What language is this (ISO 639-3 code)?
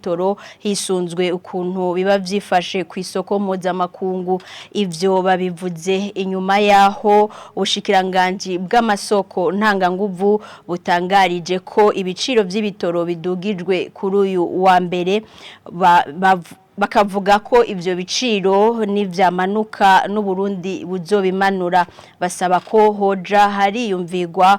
run